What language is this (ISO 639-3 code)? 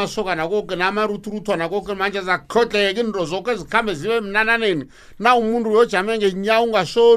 nbl